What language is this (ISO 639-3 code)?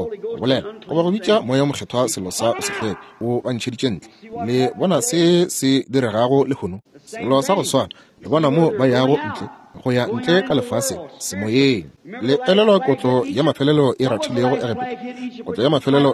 nso